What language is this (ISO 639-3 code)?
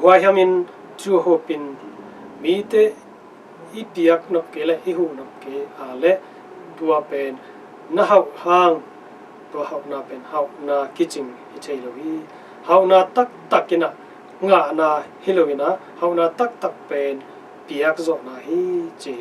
ctd